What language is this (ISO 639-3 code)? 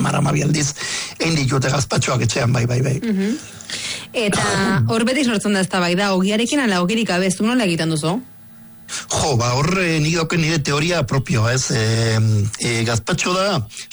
eus